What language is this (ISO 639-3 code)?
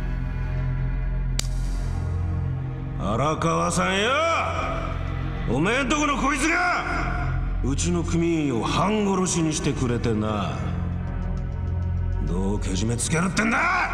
jpn